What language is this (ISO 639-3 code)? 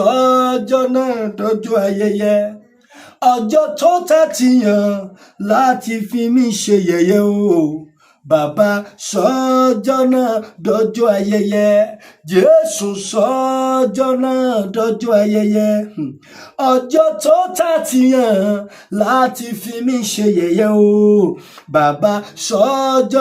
yor